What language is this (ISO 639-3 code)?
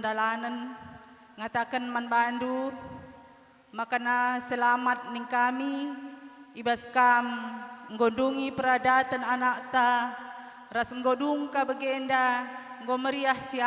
btx